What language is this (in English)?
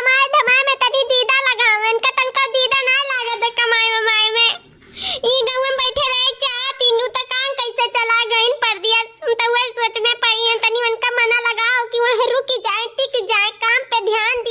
Awadhi